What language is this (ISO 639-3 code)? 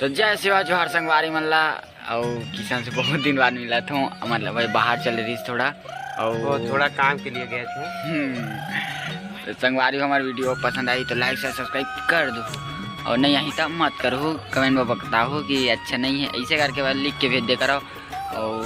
hne